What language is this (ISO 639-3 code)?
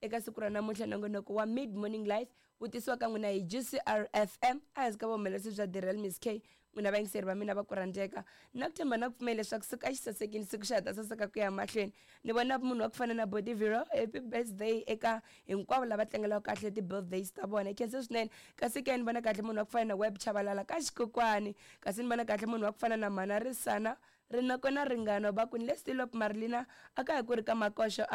tso